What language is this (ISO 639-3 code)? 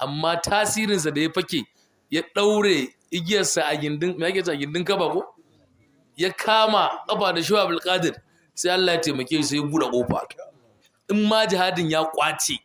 hau